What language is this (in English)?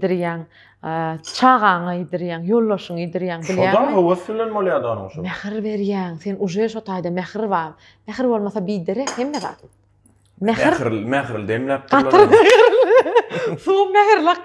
Turkmen